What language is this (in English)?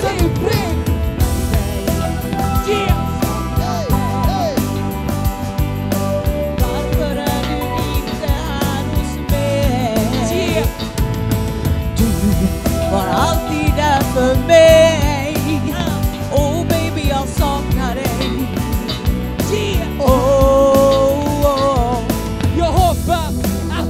Swedish